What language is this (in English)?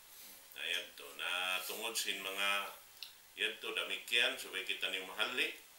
Tausug